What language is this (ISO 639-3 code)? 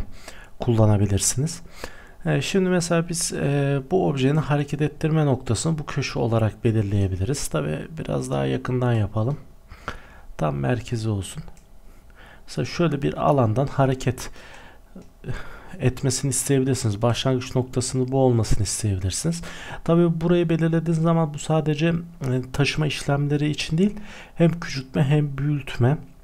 tur